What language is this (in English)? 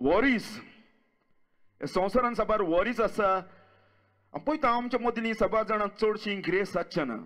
Konkani